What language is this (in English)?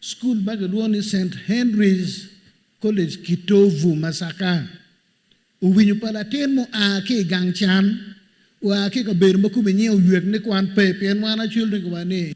Acoli